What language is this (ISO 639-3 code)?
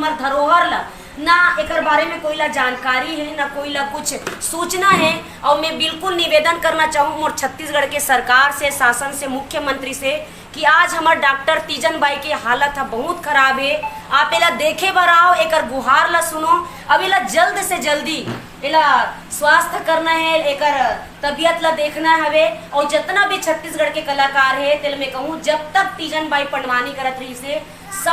hne